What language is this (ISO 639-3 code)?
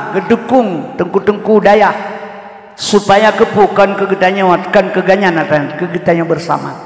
ace